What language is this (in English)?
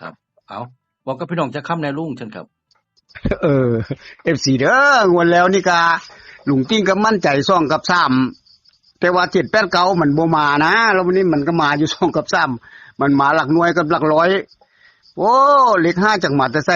Northeastern Thai